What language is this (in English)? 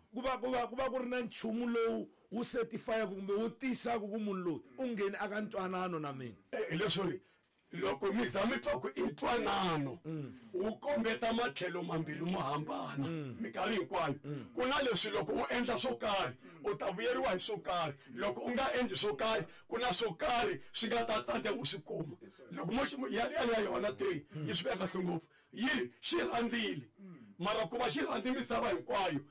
Tsonga